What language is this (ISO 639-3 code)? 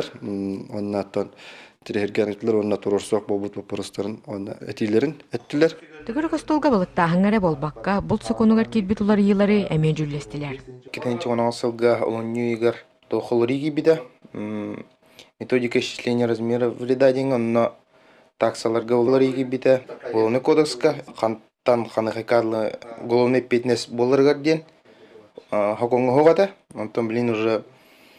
sah